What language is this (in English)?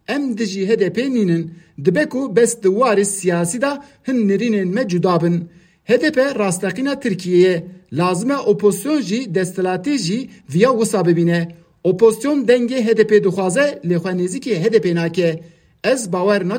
Kurdish